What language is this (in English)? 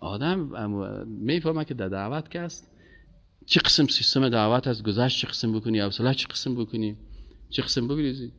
Persian